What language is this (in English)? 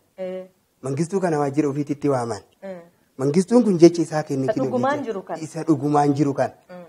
Oromo